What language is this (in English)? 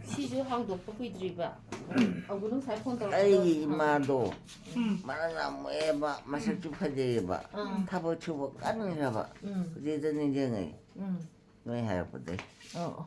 Manipuri